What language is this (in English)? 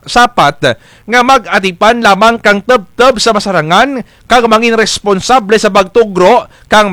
Kinaray-a